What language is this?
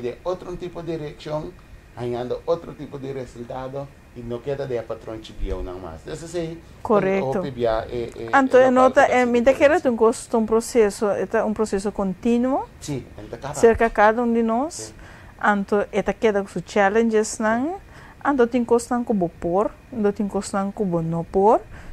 Papiamento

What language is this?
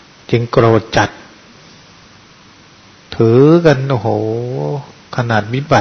Thai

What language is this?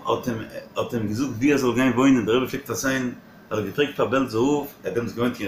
Yiddish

